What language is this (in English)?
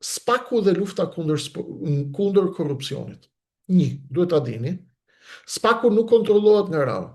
Albanian